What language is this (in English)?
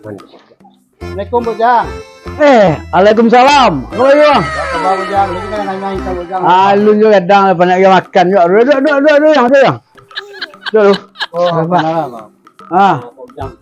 Minangkabau